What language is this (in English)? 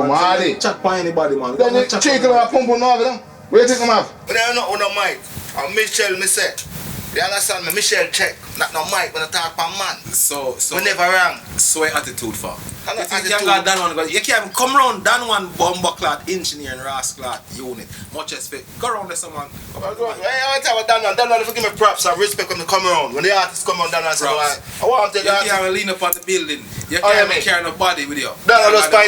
Jamaican Creole English